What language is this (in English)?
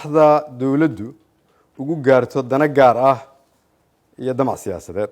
Somali